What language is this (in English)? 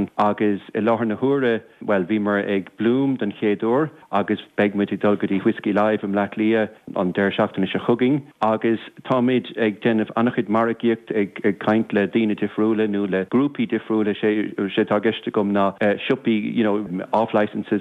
Irish